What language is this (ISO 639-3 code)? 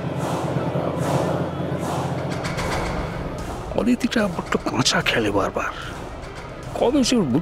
ben